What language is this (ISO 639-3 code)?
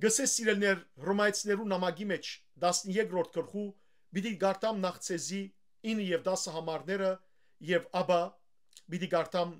hyw